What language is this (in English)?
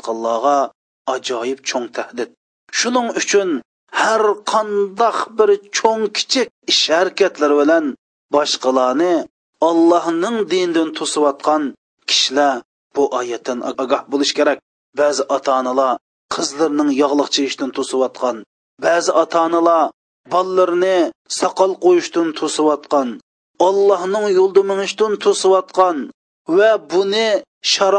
Uyghur